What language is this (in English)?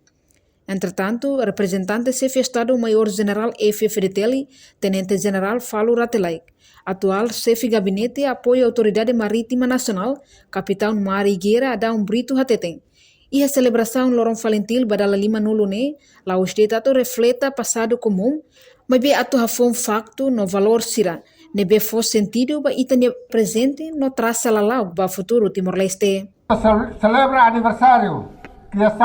Tetum